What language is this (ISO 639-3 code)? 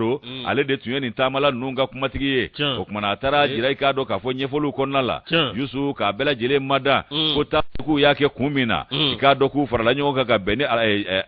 bam